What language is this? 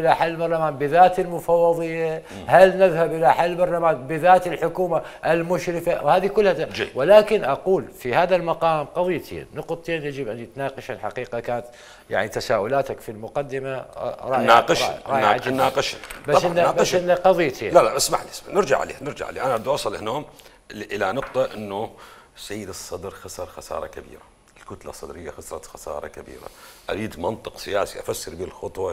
Mesopotamian Arabic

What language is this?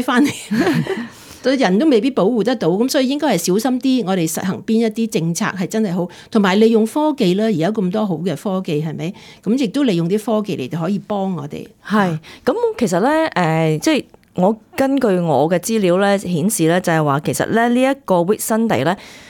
Cantonese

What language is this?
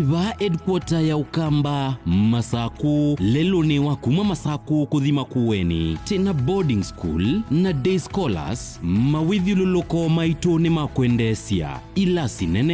Kamba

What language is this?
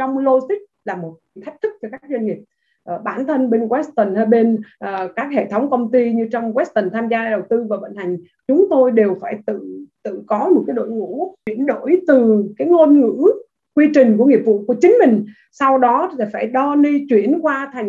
Vietnamese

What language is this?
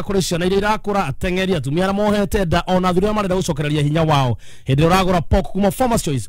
Kikuyu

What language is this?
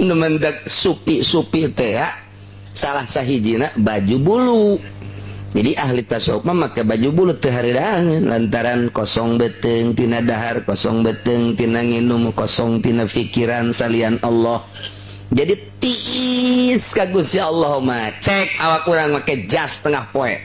Sundanese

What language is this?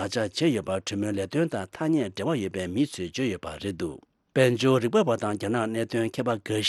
Tibetan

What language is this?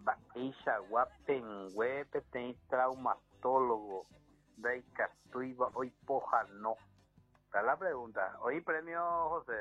Guarani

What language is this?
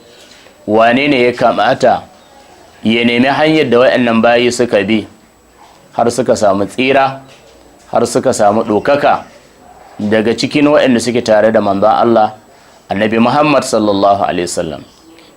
Hausa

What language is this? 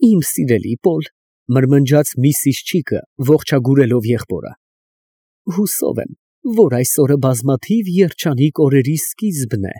Armenian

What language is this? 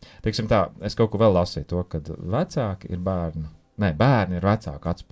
Latvian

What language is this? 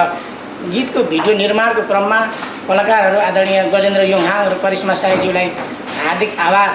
Nepali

